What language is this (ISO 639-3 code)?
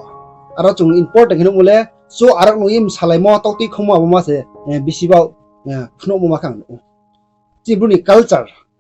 ria